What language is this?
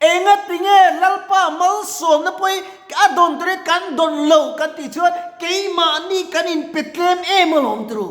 Mizo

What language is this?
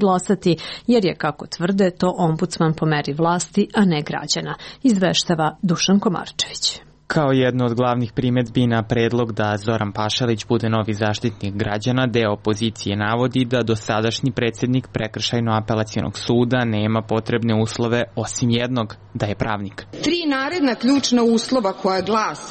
Serbian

